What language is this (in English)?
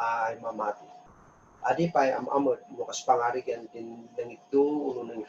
Kankanaey